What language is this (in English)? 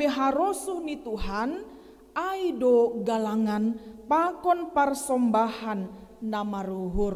Batak Simalungun